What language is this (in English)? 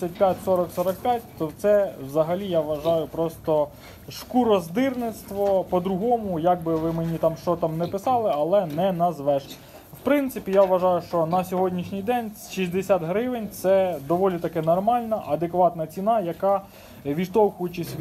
Ukrainian